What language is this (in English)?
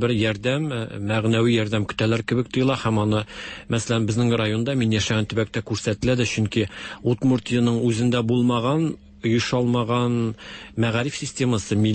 Tatar